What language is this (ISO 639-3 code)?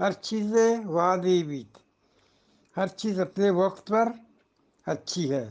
bgp